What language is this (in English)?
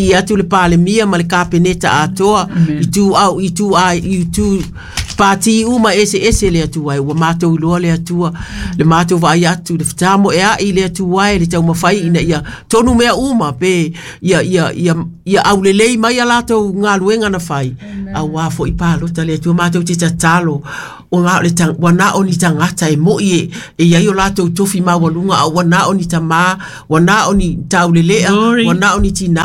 Samoan